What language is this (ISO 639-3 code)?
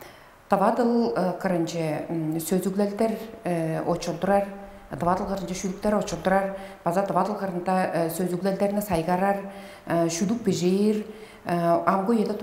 tyv